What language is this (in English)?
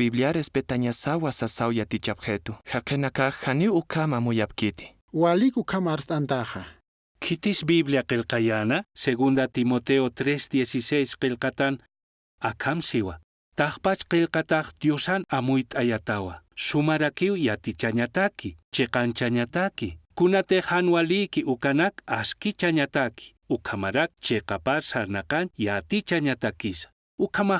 Aymara